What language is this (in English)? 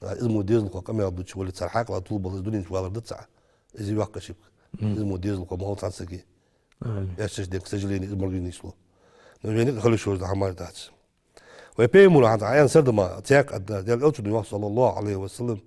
Ingush